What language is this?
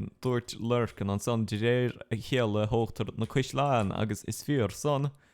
Irish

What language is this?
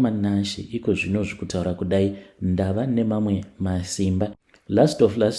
Shona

